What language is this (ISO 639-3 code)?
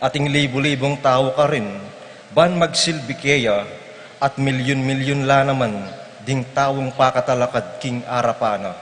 pam